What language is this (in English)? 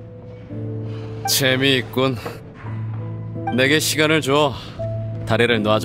Korean